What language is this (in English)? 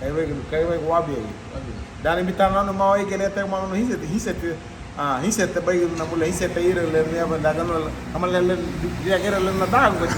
Garifuna